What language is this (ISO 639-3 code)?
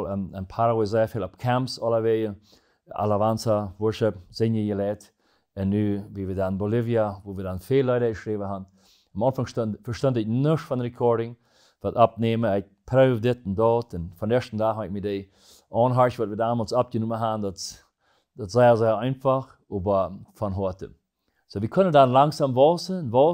pdt